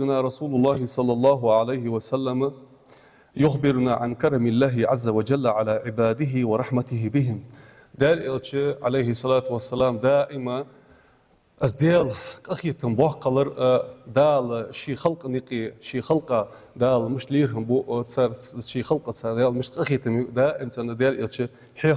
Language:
Ingush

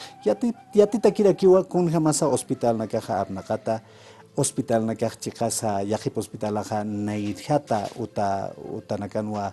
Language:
Aymara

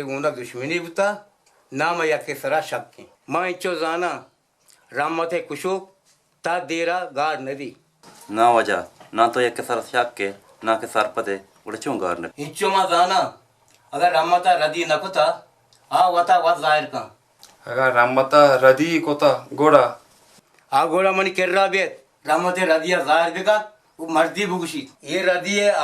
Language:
Baluchi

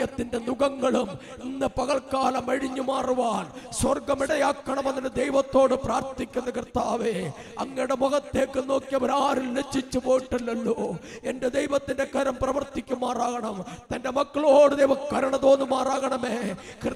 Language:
Malayalam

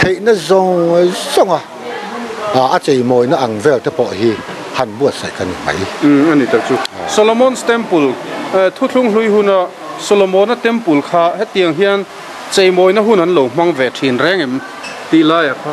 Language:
Mizo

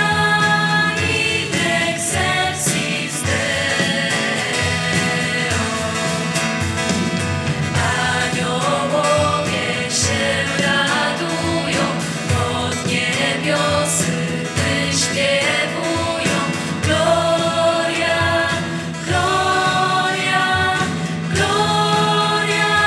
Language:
Polish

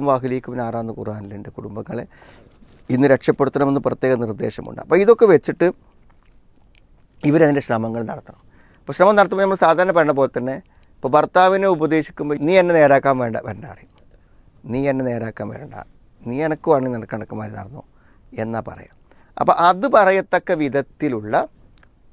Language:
Malayalam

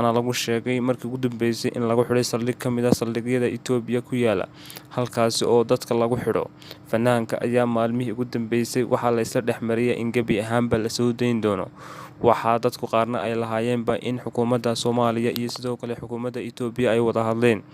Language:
Somali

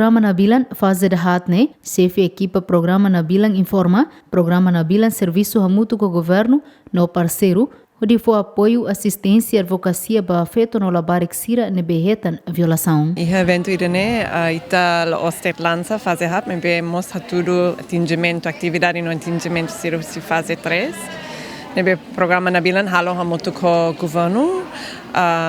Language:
Tetum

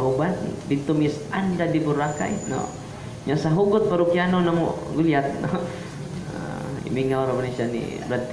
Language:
Cebuano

